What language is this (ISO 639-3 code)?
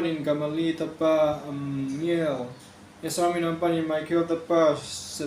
ctd